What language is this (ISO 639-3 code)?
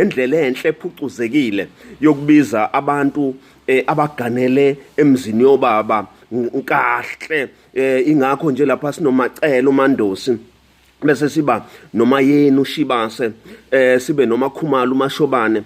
zul